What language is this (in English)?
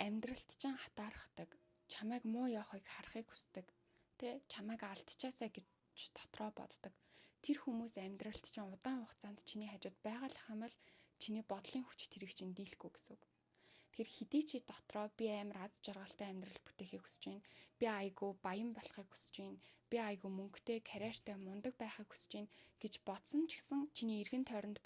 Mongolian